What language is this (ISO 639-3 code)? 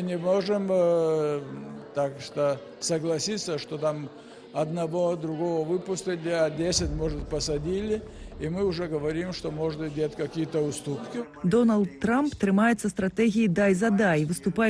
bel